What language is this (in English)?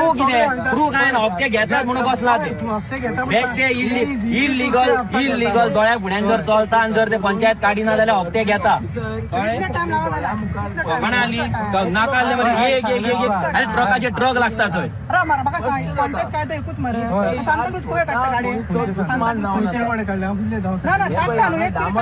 Konkani